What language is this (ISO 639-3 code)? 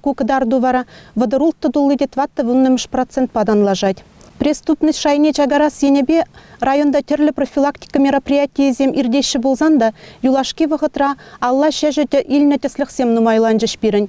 chv